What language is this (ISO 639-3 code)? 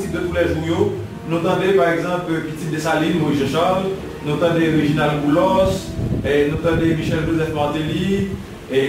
hat